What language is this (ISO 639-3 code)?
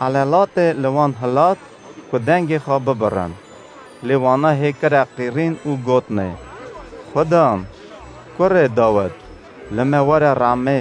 kur